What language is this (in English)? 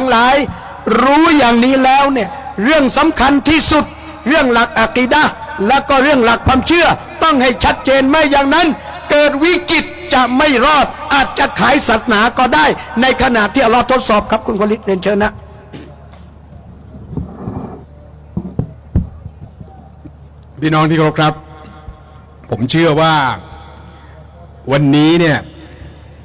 Thai